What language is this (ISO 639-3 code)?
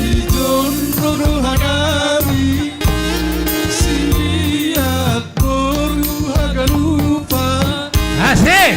bts